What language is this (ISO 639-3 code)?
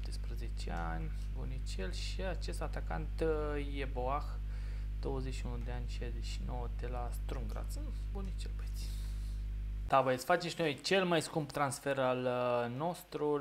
ron